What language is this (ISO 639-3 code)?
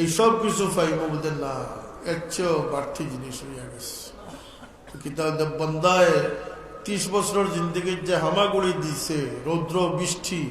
syl